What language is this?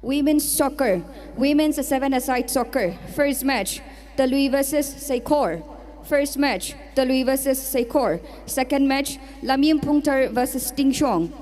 Tangkhul Naga (India)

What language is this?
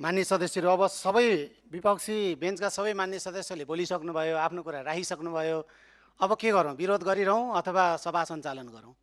Nepali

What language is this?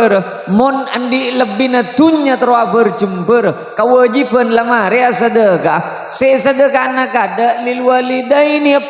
Madurese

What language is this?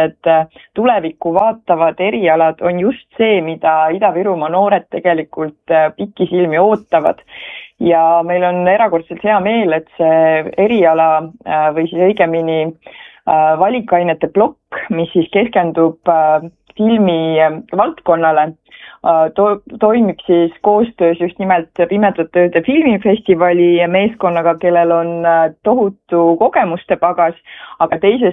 Estonian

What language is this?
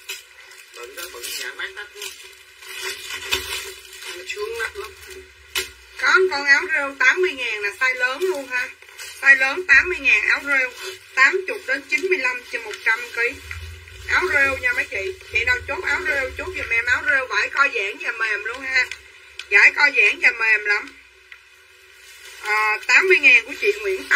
Vietnamese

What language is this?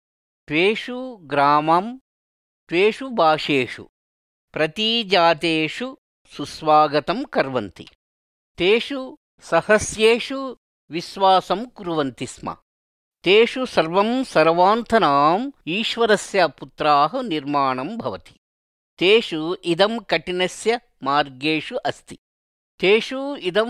Sanskrit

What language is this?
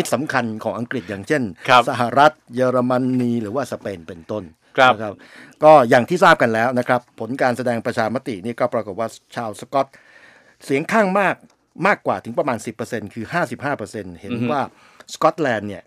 Thai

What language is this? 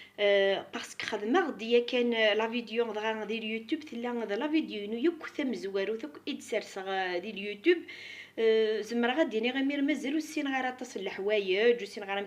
Kabyle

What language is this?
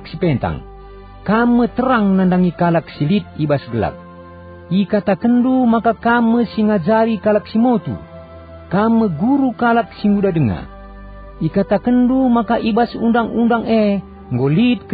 Batak Karo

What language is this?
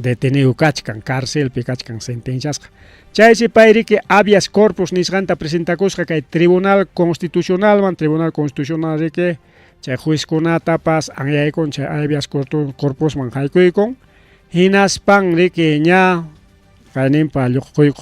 Ayacucho Quechua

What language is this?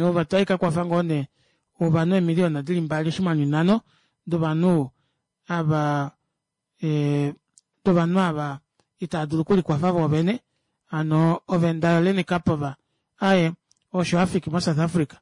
Kuanyama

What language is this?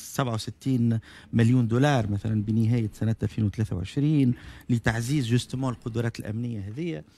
Tunisian Arabic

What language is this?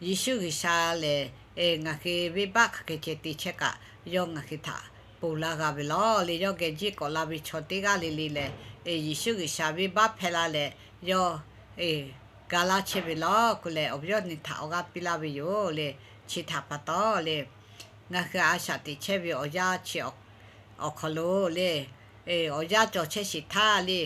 Lahu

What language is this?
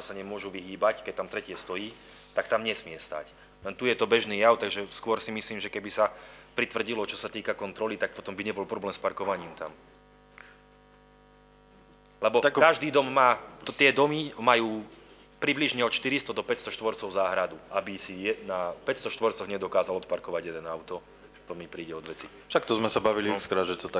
Slovak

